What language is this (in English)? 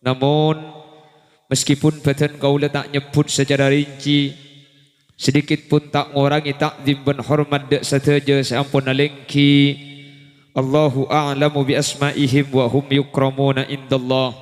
Madurese